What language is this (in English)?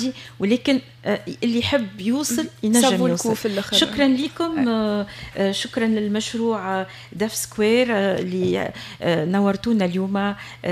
Tunisian Arabic